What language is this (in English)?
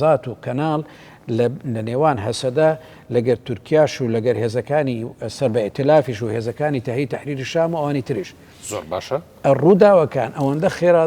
Central Kurdish